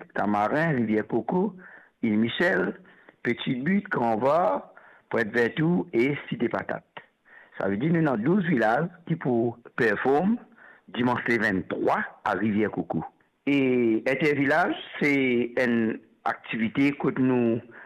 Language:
Morisyen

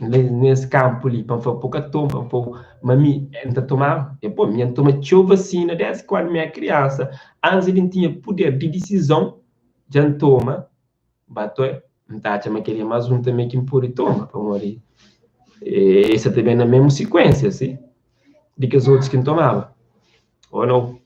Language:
Kabuverdianu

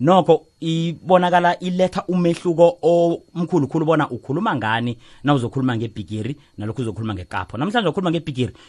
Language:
South Ndebele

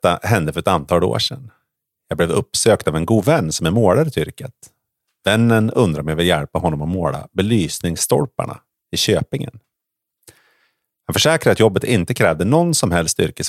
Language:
Swedish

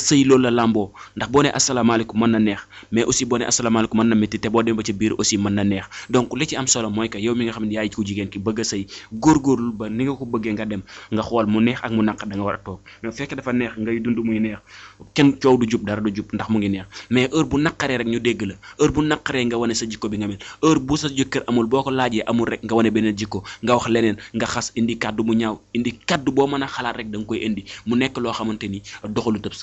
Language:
Wolof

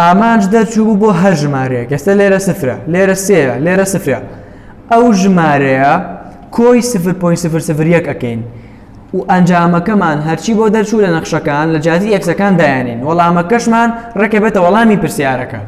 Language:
Central Kurdish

